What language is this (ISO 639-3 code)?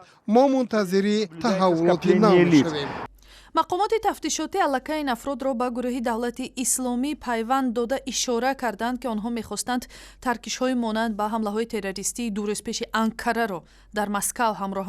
tgk